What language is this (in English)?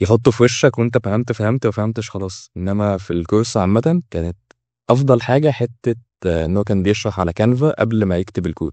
Egyptian Arabic